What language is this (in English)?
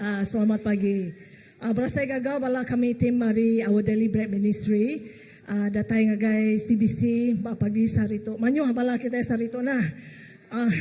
Iban